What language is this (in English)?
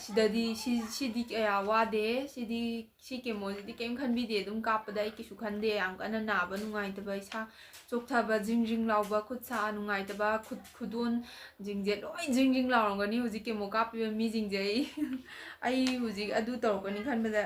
Manipuri